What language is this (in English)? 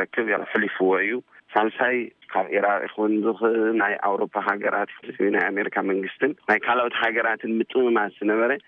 Tigrinya